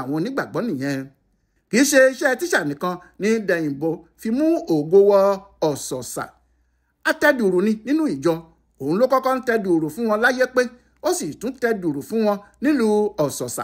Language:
Yoruba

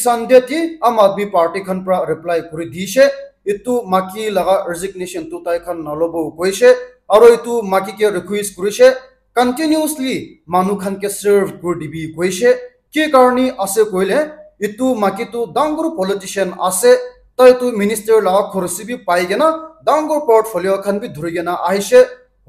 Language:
Naga Pidgin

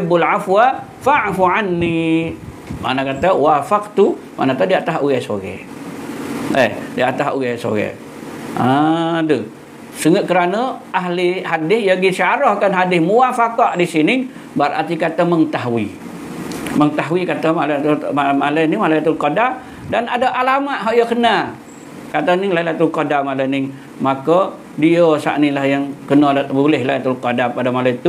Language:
Malay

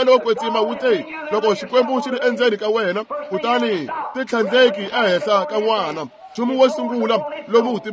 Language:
Tsonga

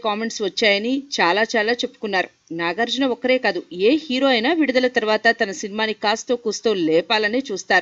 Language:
Telugu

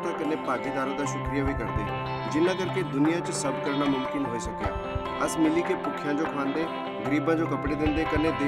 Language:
Dogri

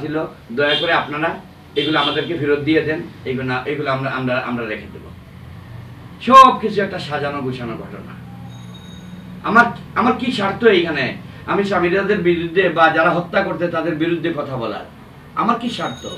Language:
Bangla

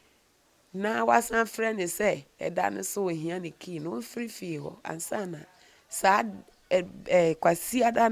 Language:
Akan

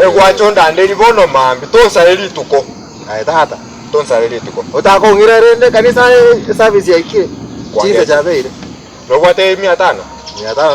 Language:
Gusii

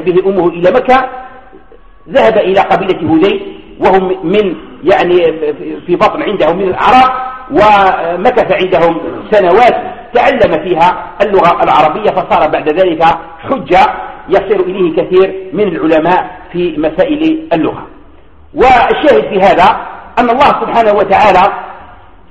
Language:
Arabic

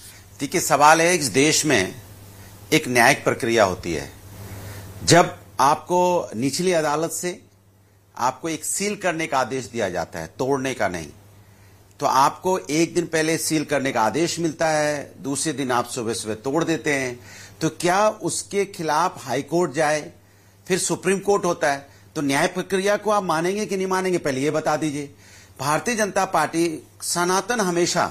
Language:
Hindi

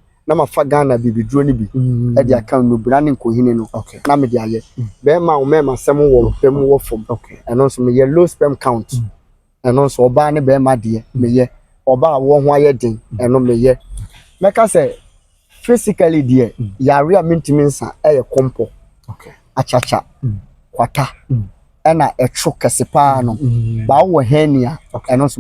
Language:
Akan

